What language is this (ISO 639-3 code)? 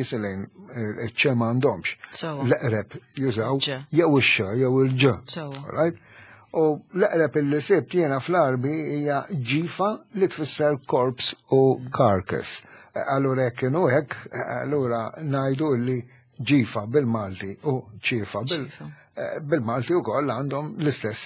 mlt